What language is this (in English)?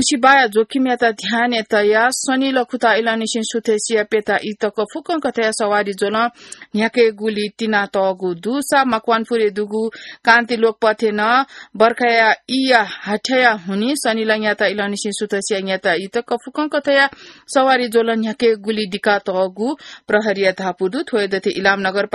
Newari